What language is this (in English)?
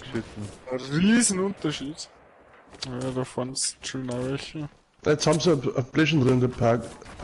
Bavarian